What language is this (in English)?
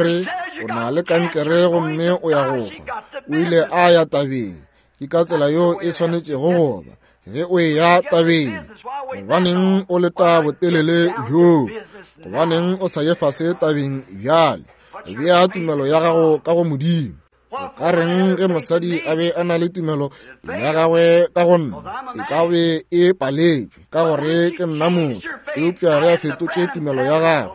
Northern Sotho